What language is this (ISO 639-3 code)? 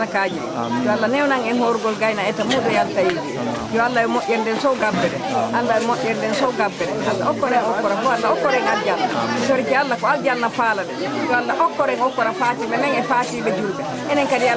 fuf